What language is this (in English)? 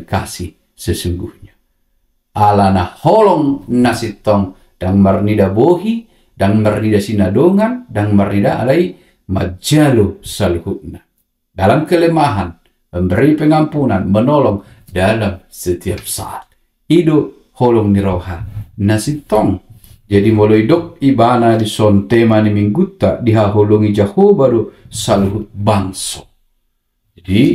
Batak Toba